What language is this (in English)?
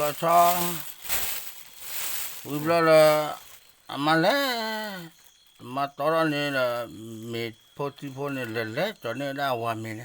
S'gaw Karen